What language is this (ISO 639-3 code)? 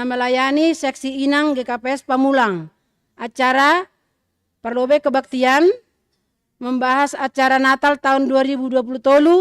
bts